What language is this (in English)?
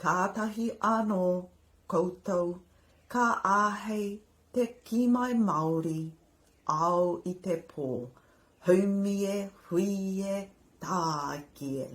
Māori